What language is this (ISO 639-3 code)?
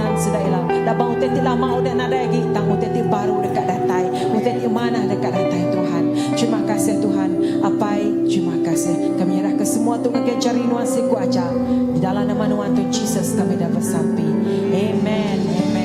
iba